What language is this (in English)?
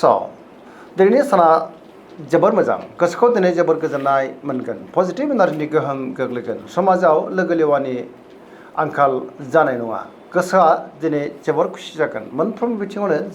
Bodo